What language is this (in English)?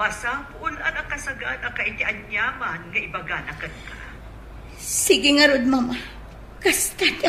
Iloko